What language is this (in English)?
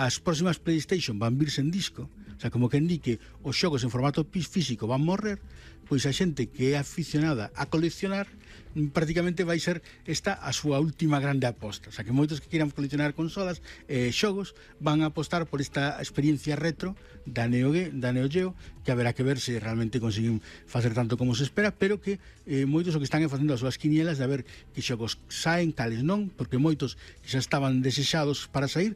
Galician